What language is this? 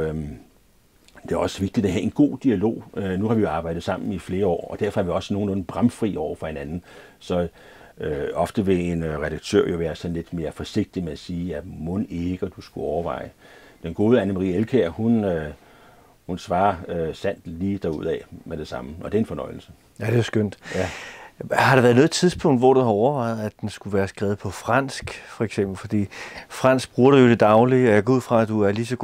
Danish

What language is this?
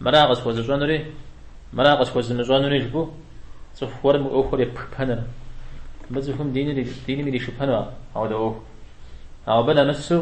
Kabardian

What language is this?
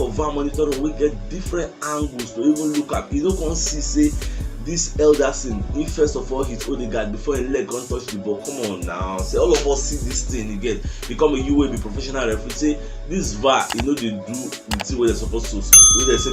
Nigerian Pidgin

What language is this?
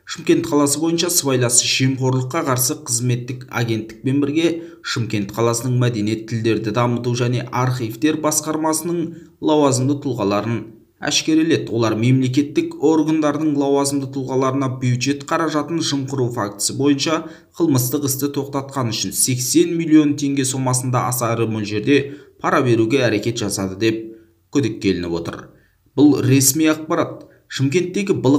Kazakh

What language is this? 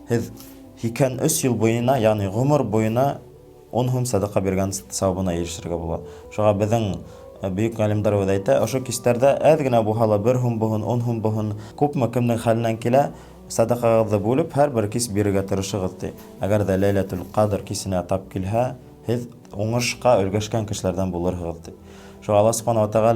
Bashkir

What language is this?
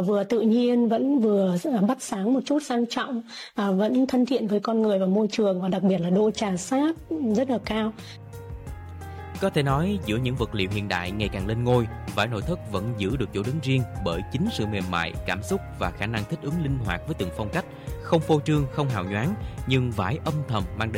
Vietnamese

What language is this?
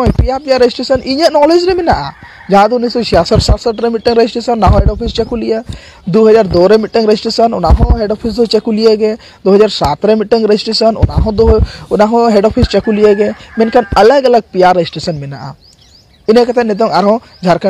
Santali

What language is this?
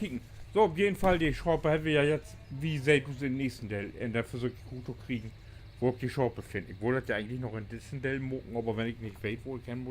Low German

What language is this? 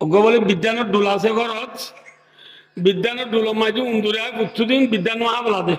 Rohingya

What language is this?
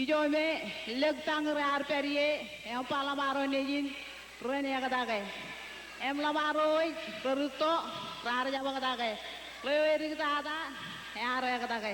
Marshallese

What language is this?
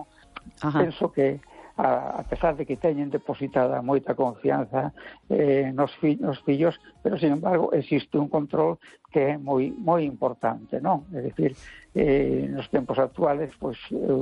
Galician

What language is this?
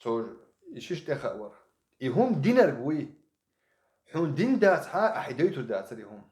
Chechen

